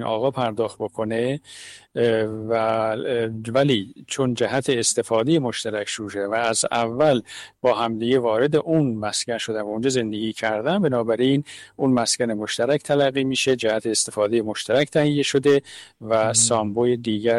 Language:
Persian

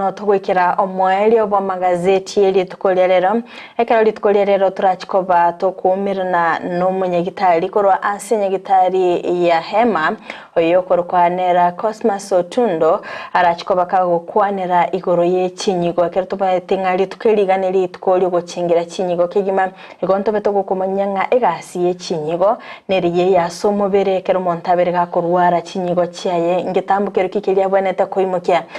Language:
Gusii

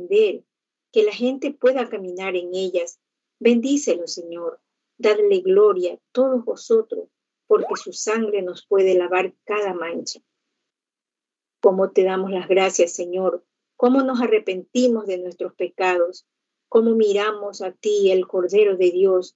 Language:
Spanish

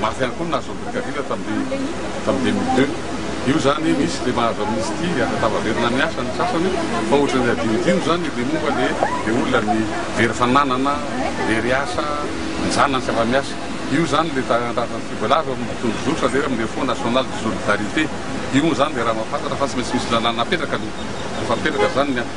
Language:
Malagasy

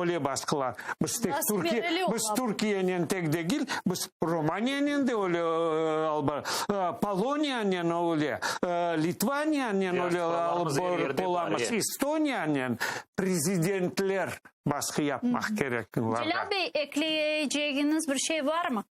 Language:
Crimean Tatar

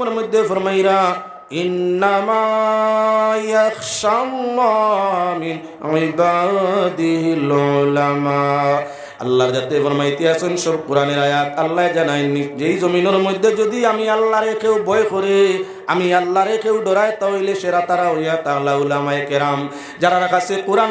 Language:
Sylheti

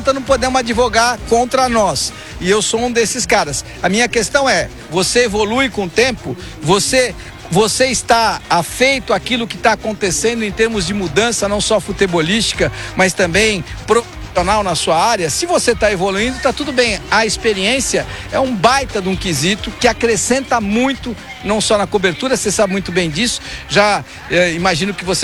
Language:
Portuguese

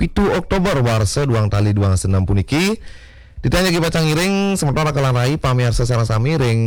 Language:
Balinese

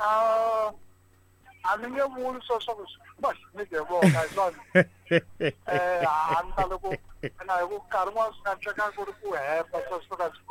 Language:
Tsonga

